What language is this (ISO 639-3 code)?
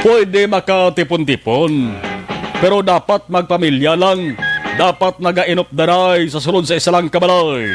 hil